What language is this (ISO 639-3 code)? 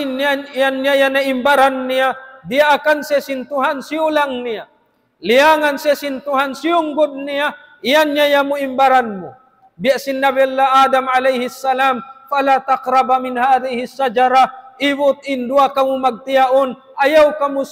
tsg